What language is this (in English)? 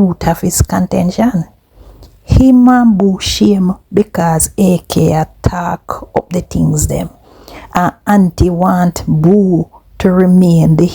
Jamaican Creole English